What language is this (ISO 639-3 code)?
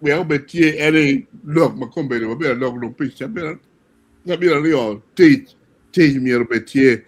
ach